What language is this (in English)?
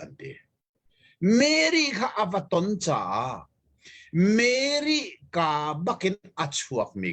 Hakha Chin